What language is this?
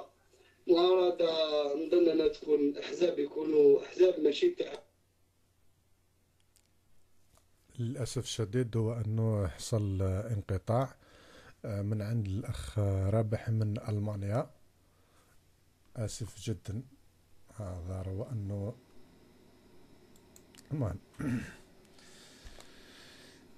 Algerian Arabic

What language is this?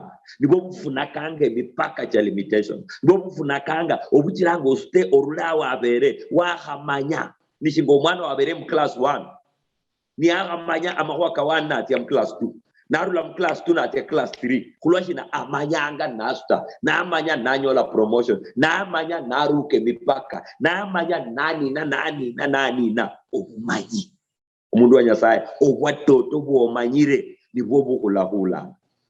Luyia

